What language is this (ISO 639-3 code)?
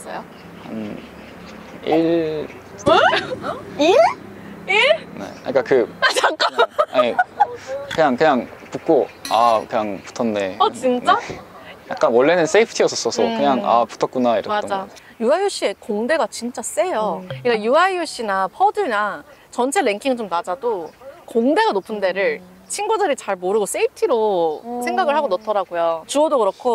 kor